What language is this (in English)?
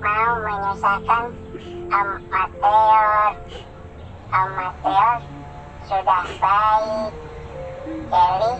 Betawi